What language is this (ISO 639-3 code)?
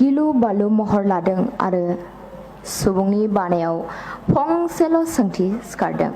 brx